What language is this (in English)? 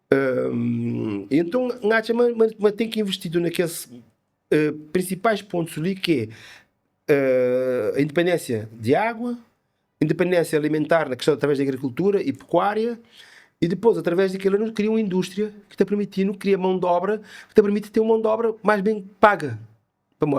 Kabuverdianu